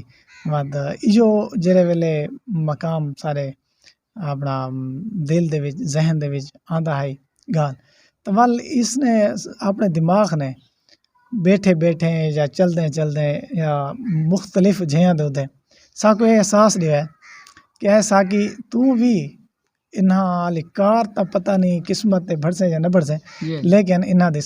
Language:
Saraiki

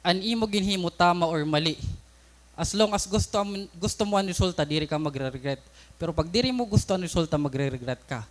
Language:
Waray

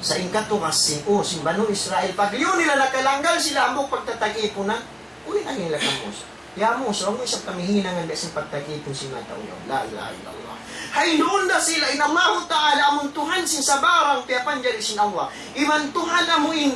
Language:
Tausug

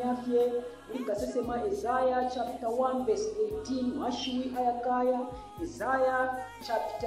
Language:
Bemba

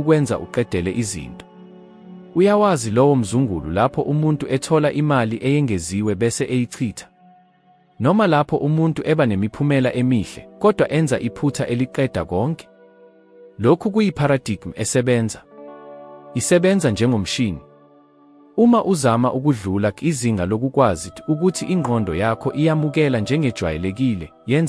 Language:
Zulu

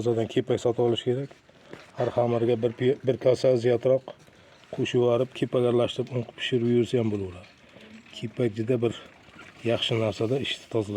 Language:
Uzbek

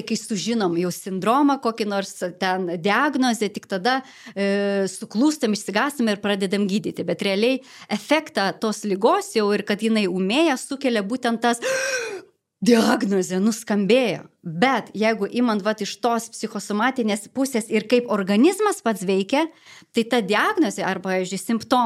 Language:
Lithuanian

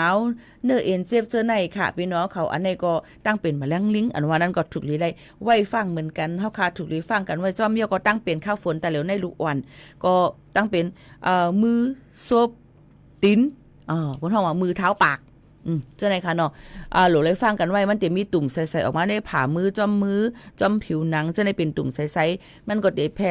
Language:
Shan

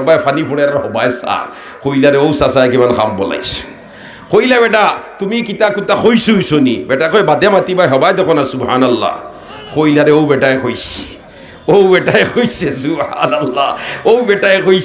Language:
Sylheti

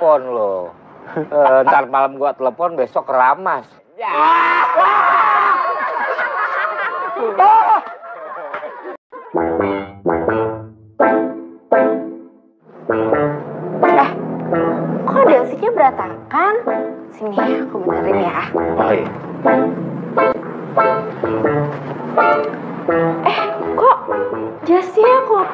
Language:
Indonesian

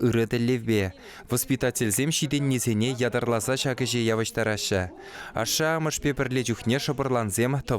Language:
Chuvash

